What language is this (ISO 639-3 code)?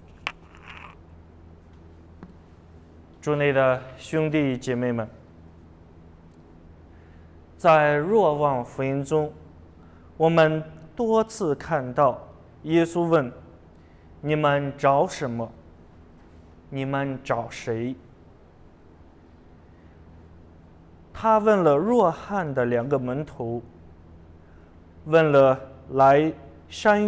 zho